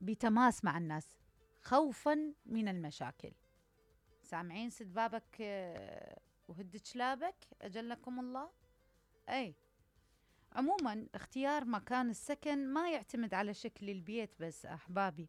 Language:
Mesopotamian Arabic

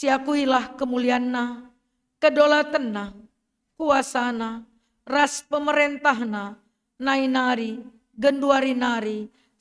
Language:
Batak Karo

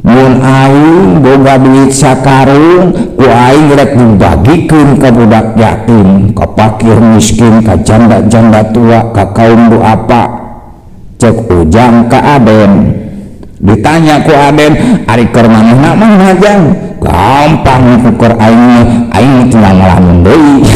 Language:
Sundanese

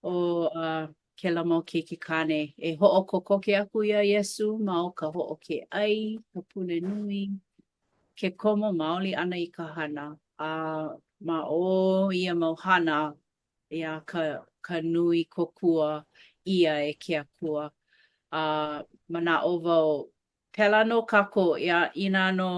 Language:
Hawaiian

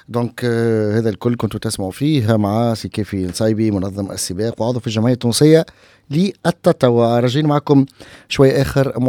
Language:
Tunisian Arabic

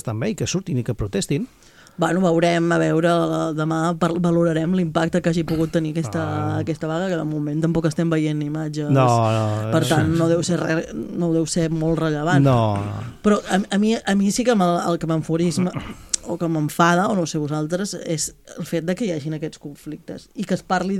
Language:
Catalan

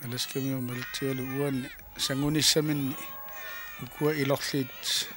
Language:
Kalaallisut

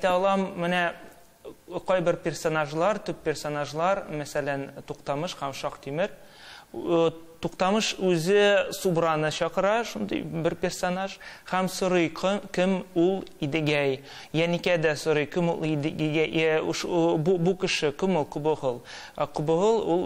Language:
Tatar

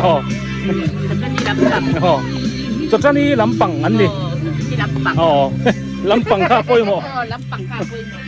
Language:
Biete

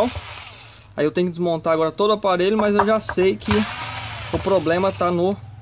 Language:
Portuguese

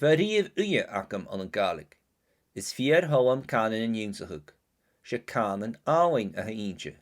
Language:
Scottish Gaelic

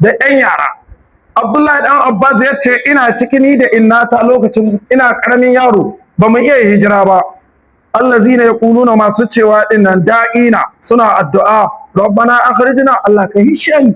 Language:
Hausa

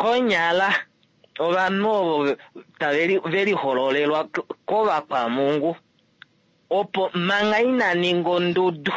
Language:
Kuanyama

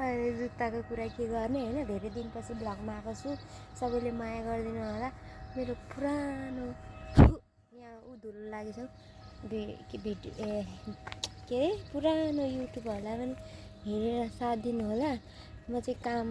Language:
Nepali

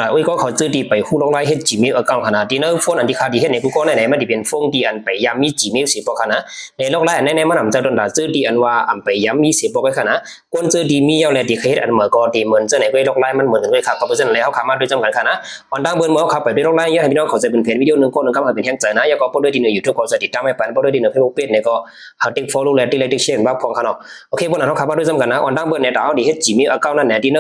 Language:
Shan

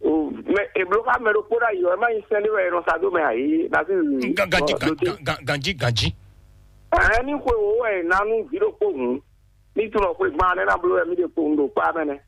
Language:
Fon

